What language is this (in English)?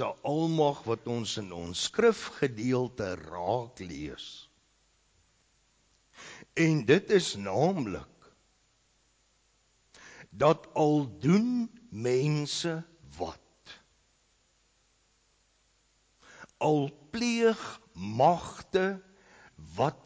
Afrikaans